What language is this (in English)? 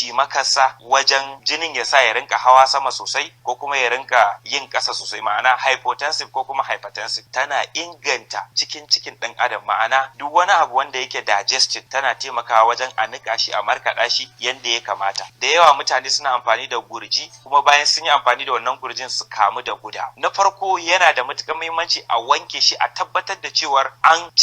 Hausa